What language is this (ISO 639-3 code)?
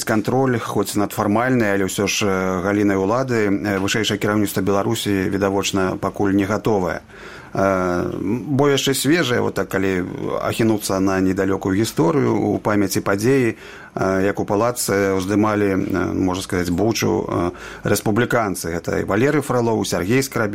bel